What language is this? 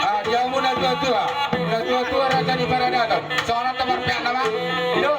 Batak Toba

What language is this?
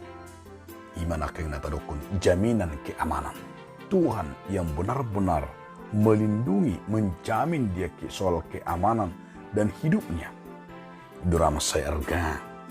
Batak Toba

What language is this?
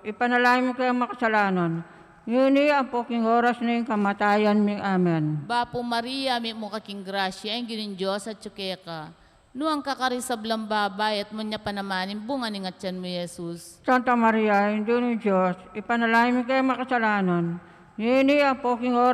Pampanga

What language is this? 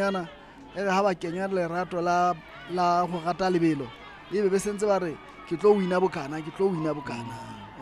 Southern Sotho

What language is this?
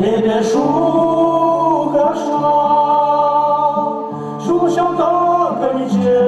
Chuvash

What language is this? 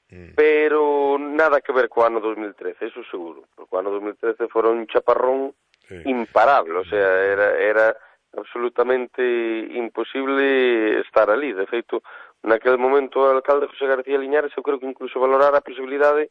Galician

